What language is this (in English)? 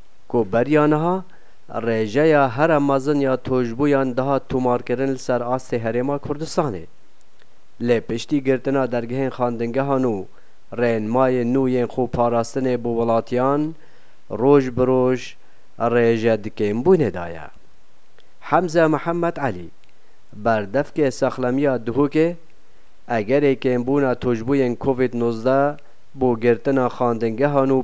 Kurdish